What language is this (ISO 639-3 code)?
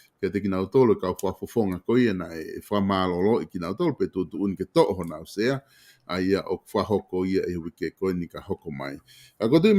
ton